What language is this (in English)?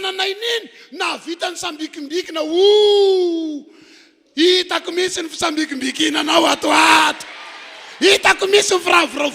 Malagasy